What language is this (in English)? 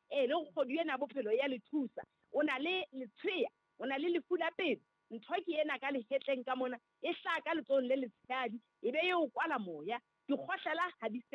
Southern Sotho